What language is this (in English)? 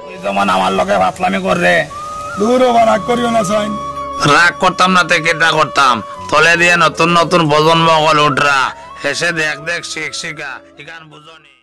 Sylheti